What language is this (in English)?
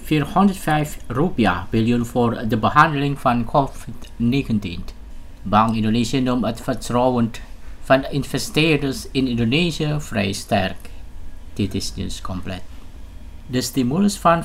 Indonesian